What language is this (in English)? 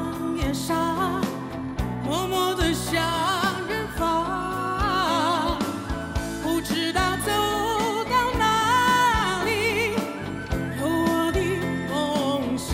Chinese